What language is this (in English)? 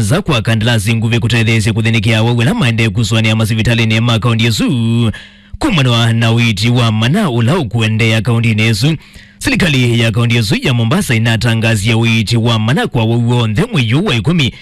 Kamba